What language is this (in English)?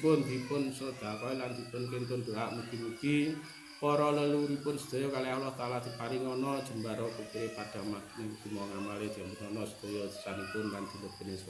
Javanese